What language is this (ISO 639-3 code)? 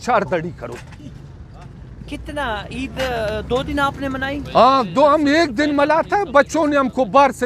urd